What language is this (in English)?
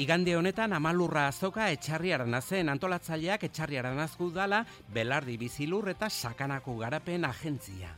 Basque